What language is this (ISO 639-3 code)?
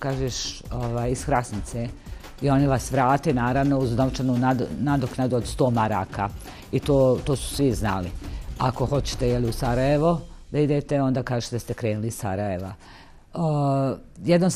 bos